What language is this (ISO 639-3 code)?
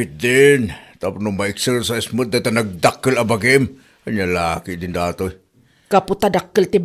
ilo